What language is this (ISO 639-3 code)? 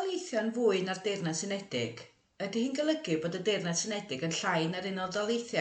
cym